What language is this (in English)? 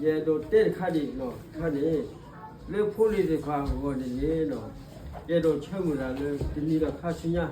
S'gaw Karen